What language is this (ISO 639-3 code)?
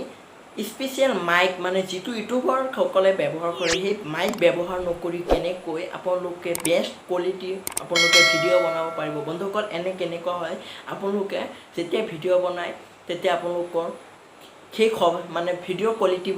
asm